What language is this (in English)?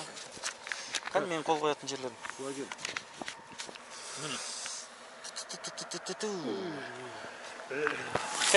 Kazakh